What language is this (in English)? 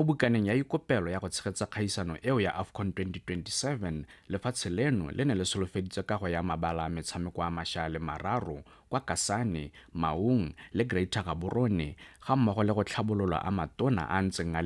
Tswana